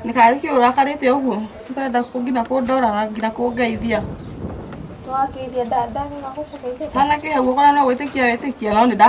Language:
Kikuyu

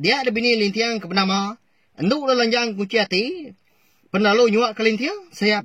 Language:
Iban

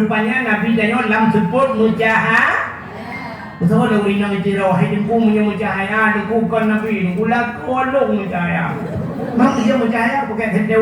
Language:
Achinese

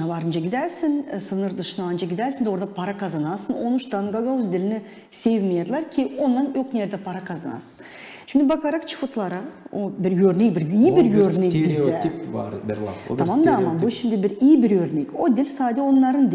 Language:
Gagauz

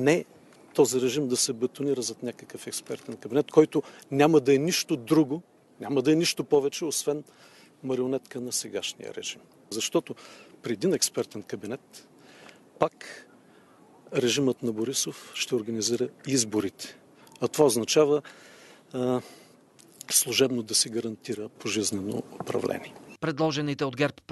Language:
Bulgarian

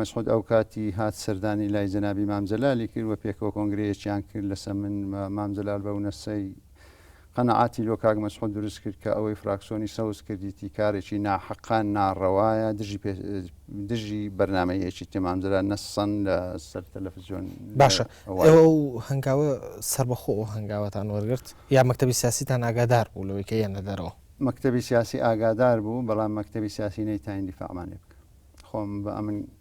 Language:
Central Kurdish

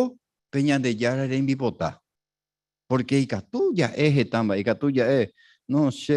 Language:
Guarani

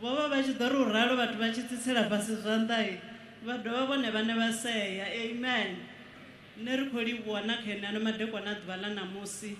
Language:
Venda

